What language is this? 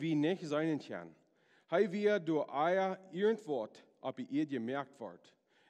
Plautdietsch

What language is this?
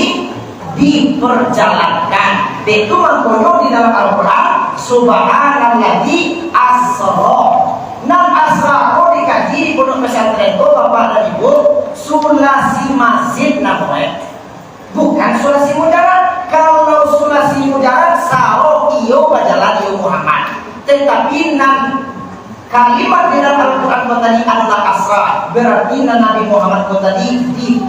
Minangkabau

